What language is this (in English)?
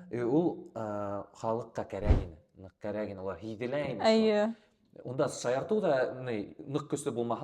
Bashkir